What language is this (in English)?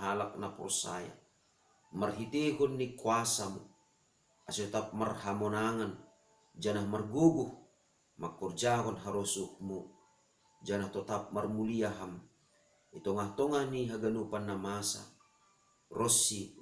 Batak Simalungun